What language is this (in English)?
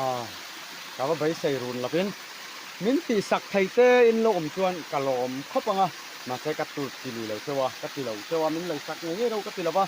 Mizo